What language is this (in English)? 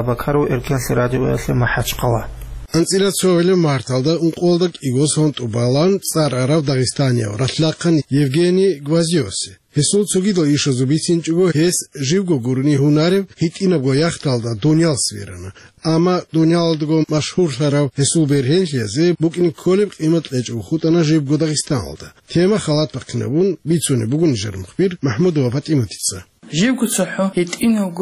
Avaric